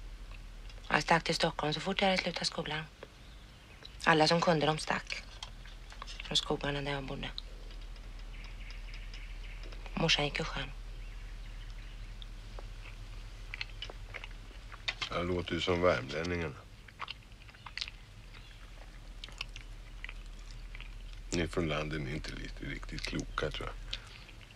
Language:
Swedish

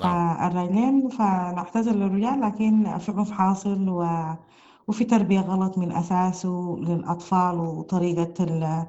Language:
Sudanese Arabic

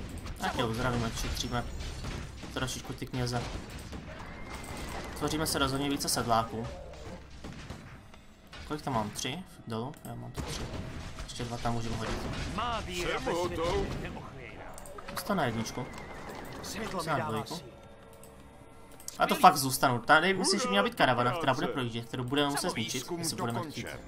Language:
Czech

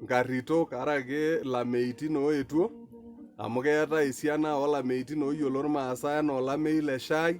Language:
Masai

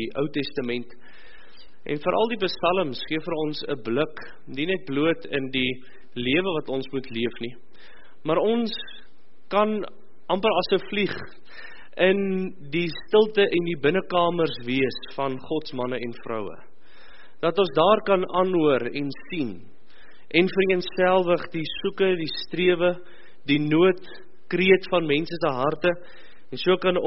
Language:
Afrikaans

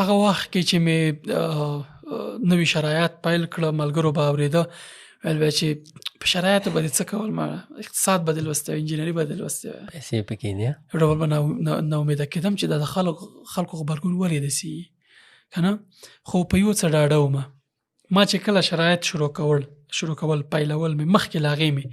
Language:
Pashto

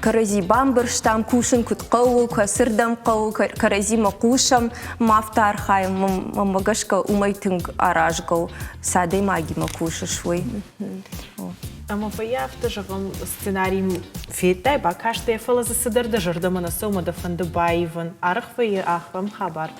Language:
Ossetic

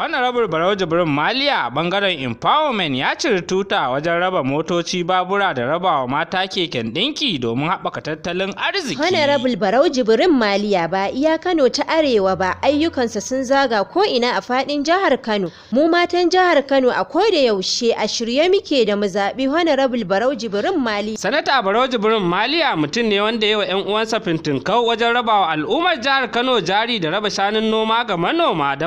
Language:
Hausa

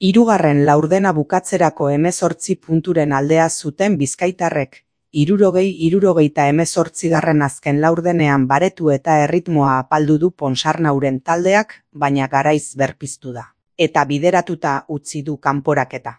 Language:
Basque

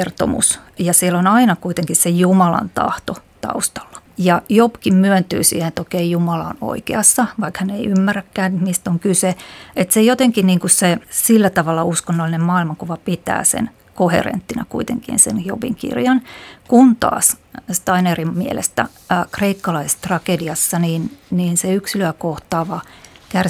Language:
Finnish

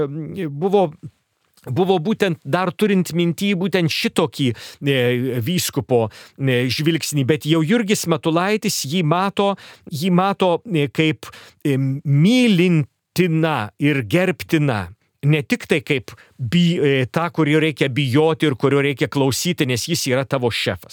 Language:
Lithuanian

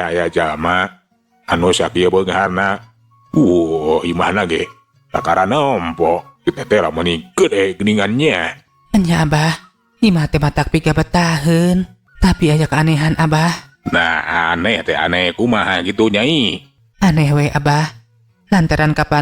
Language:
Sundanese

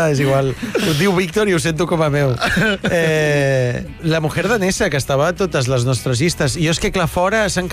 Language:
Catalan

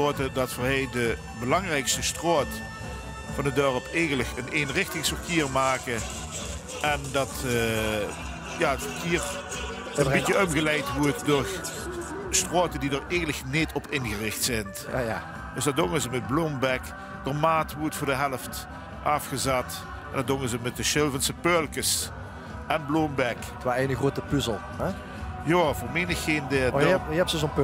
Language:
Limburgish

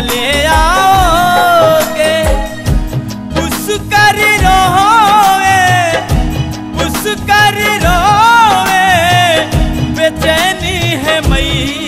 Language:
Bhojpuri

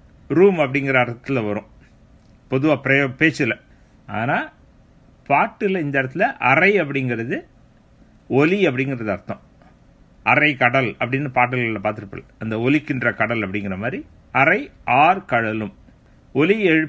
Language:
Tamil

